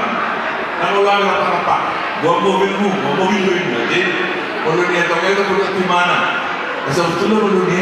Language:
Batak Toba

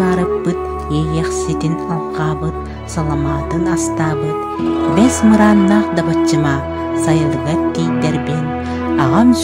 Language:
Yakut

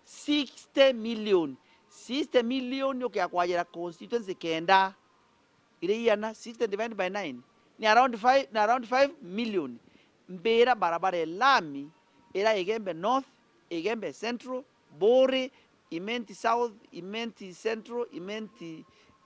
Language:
Meru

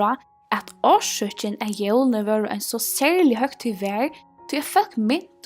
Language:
Faroese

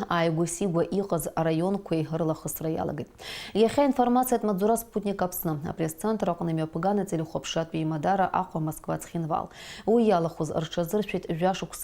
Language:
Abkhazian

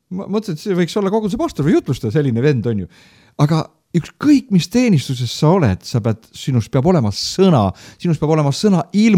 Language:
Estonian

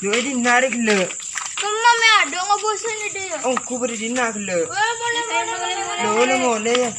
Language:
Madurese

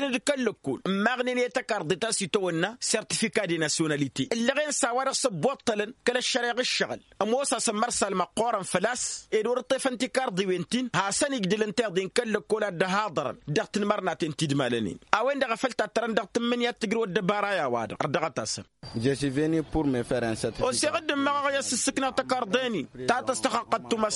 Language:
Tamasheq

